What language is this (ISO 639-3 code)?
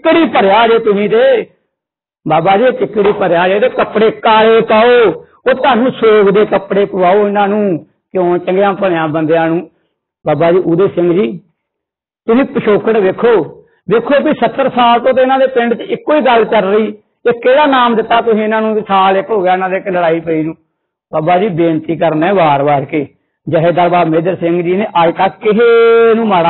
pan